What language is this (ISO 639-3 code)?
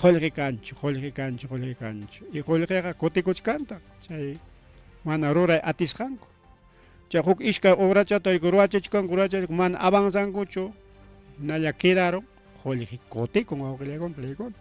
quy